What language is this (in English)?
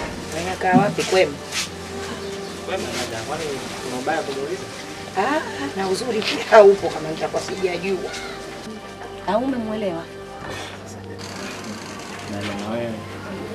Swahili